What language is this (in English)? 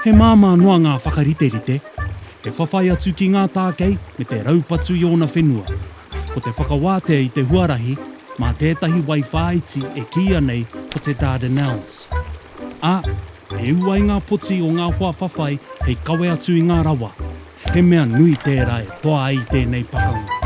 Māori